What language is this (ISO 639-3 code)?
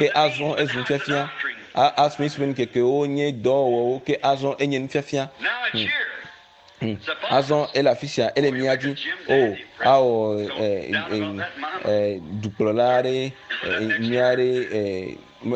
ewe